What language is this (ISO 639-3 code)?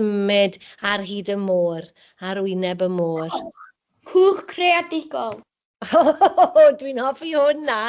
cym